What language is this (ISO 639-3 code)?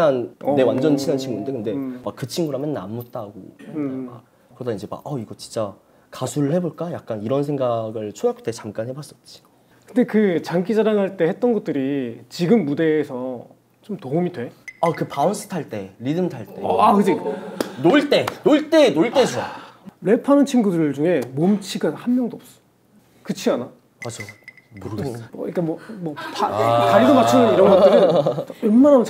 kor